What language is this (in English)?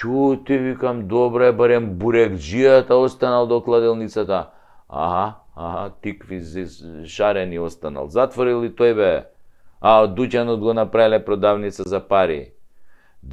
Macedonian